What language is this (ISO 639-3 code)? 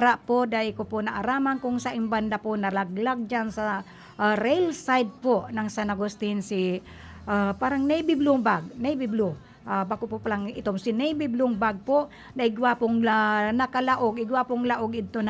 bik